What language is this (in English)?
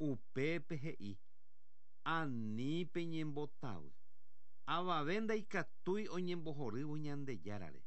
Guarani